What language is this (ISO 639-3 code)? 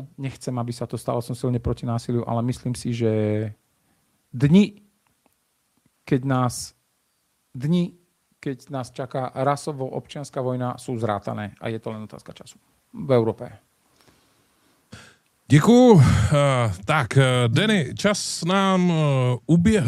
slk